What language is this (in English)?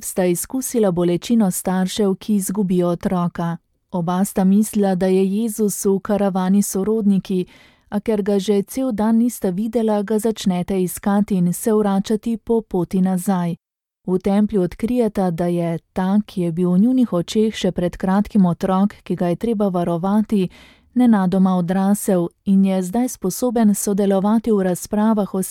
Slovenian